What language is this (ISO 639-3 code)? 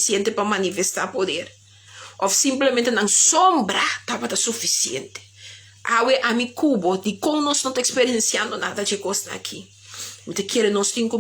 pap